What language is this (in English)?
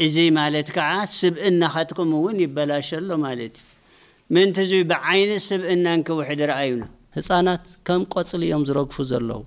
Tigrinya